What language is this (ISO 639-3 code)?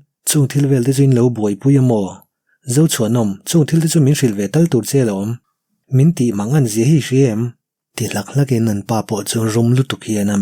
lus